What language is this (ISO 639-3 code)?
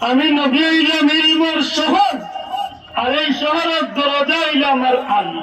syl